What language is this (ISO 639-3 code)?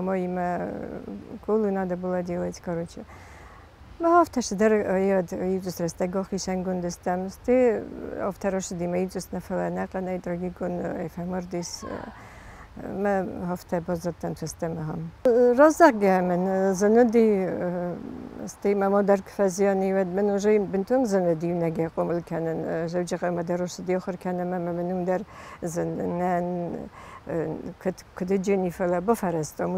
oss